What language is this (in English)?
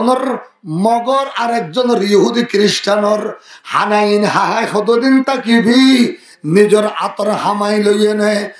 Rohingya